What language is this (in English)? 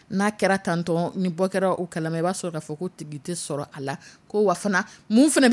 Dyula